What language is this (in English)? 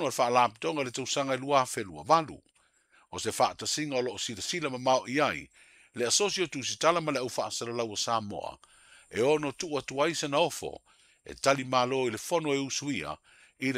Samoan